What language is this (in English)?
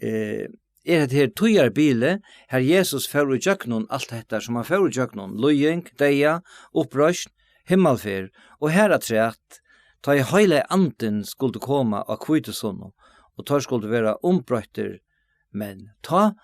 Faroese